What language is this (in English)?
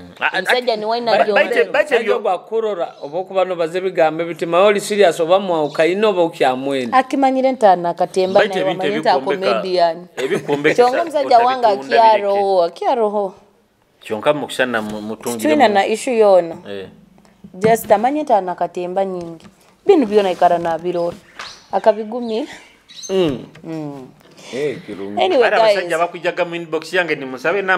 Nyoro